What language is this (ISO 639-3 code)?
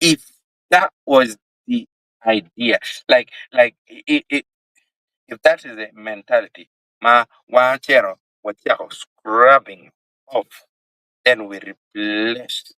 ach